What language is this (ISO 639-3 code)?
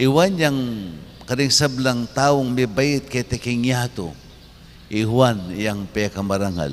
pam